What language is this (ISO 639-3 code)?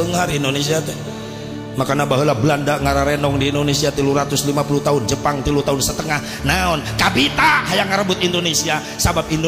sun